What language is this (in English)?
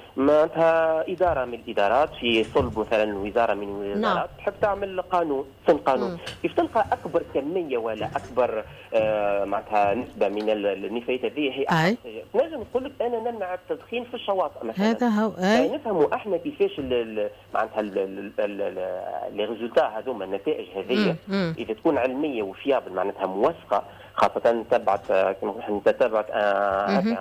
Tunisian Arabic